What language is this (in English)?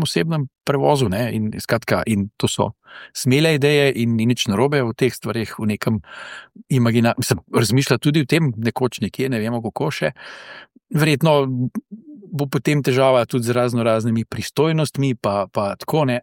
Slovenian